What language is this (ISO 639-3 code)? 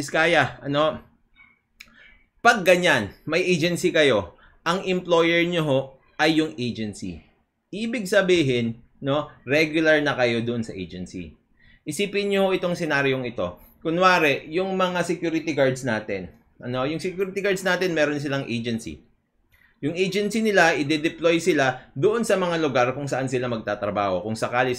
fil